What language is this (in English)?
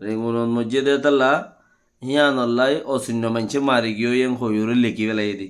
Rohingya